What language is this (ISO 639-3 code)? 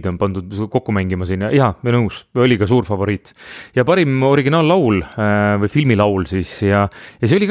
est